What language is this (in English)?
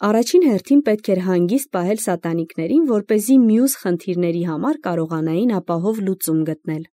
Armenian